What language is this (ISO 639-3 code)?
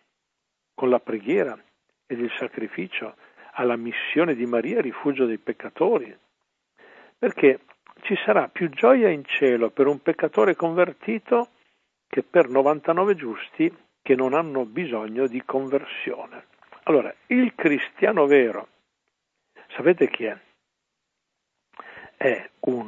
ita